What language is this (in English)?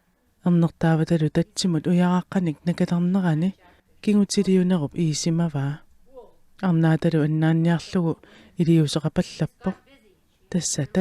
Kalaallisut